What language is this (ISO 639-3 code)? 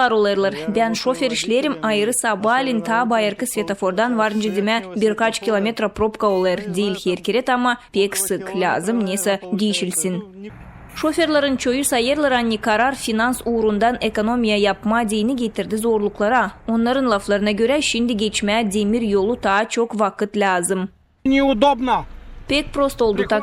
gag